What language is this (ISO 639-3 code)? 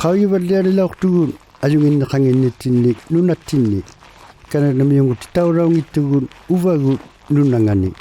iku